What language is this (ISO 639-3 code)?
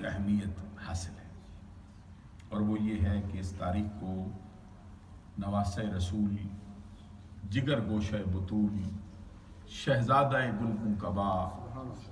urd